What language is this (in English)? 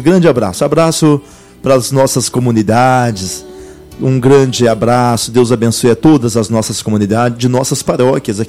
Portuguese